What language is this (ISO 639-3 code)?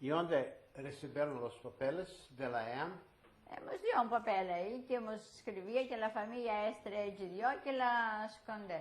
lad